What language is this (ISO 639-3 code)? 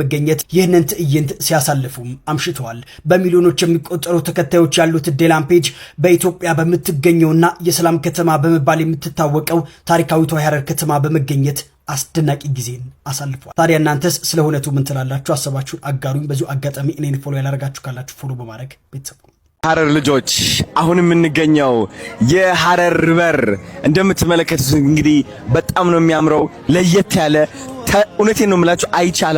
amh